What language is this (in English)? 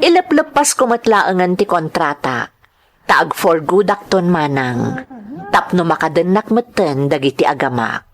Iloko